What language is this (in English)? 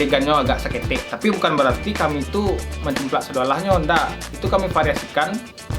Minangkabau